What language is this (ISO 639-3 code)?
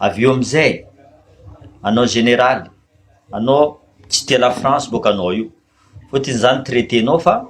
mlg